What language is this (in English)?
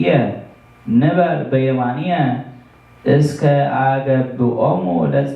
Geez